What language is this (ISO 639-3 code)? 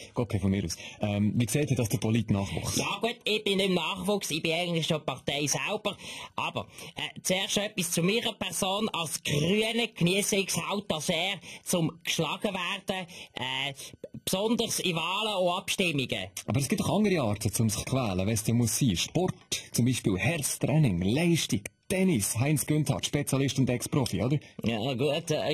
gsw